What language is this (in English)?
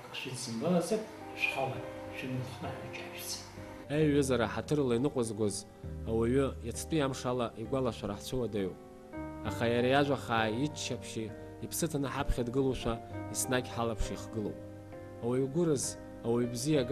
Abkhazian